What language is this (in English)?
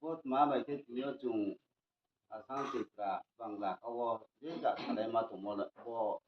Riang (India)